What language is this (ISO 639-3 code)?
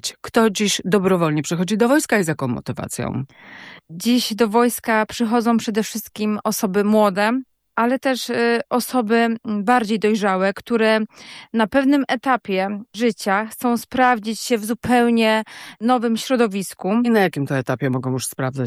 pol